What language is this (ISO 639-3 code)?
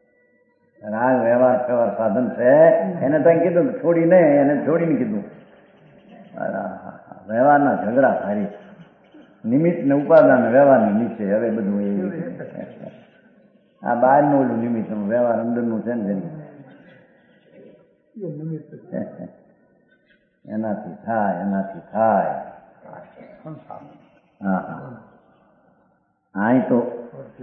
guj